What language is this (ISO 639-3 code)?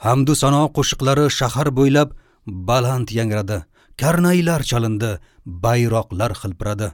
uzb